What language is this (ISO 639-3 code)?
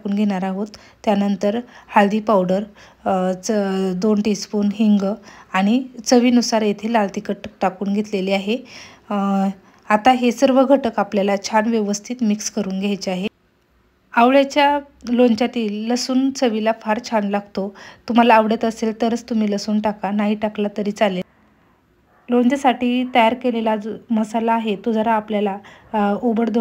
mar